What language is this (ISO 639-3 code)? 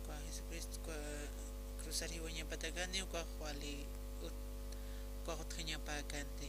aym